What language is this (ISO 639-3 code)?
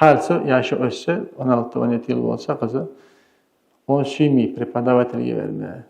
kum